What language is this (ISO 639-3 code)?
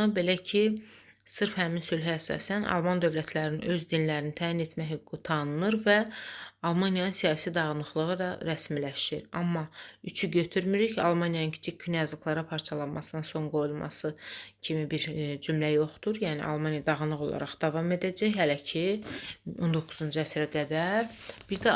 aze